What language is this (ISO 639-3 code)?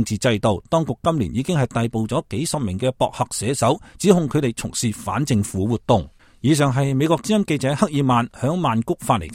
yue